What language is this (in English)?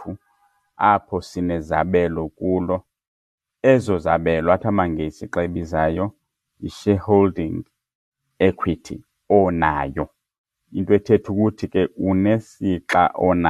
Xhosa